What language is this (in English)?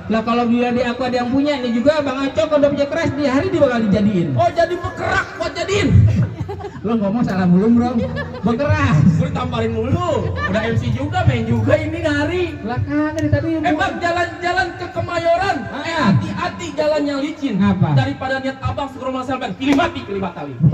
Betawi